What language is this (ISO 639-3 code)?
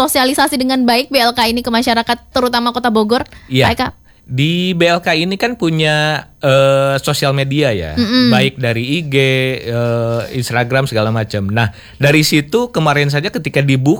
ind